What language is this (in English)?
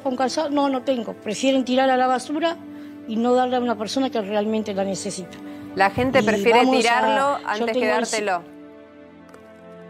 Spanish